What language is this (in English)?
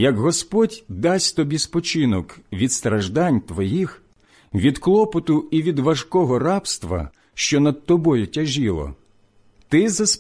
Ukrainian